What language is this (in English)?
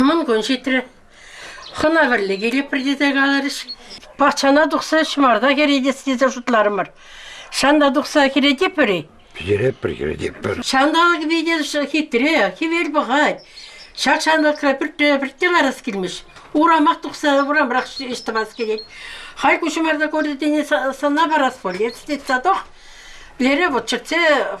Chuvash